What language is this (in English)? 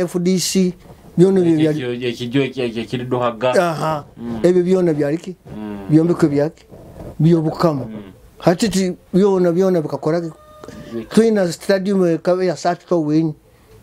Nyoro